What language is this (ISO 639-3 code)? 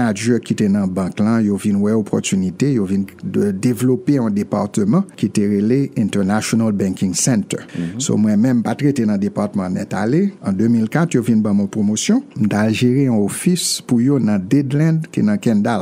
hat